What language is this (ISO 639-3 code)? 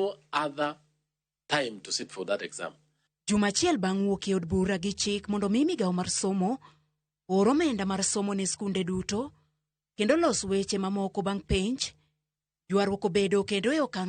luo